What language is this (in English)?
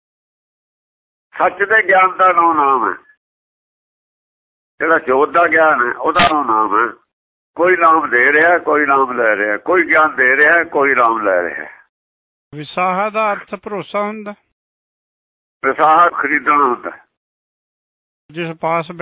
Punjabi